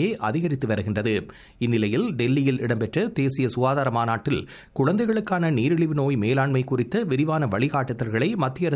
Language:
Tamil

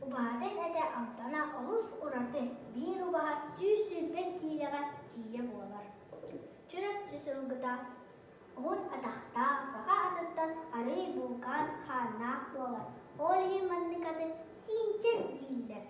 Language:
Yakut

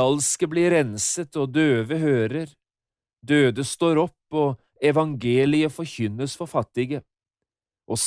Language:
Norwegian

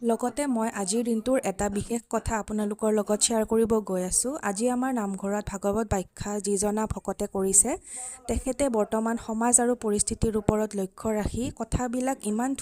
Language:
Assamese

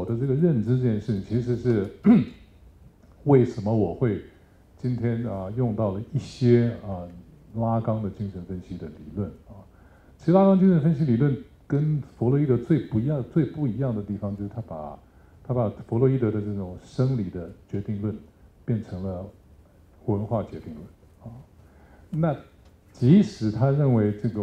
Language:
Chinese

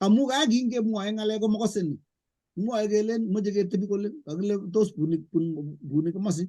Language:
Kalenjin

